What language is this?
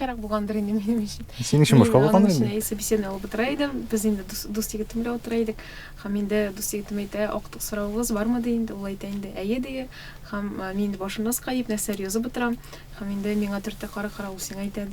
Tatar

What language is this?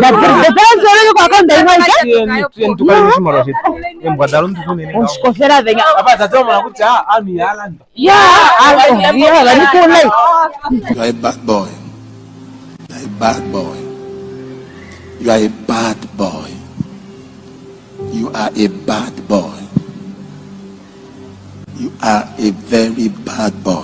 Swahili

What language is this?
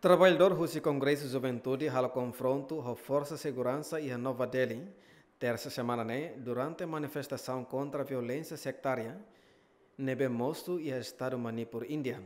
Tetum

